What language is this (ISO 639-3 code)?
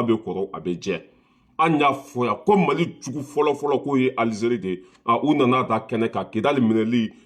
bam